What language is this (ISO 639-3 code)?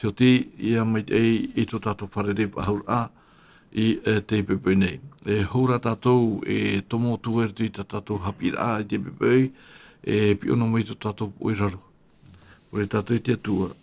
tah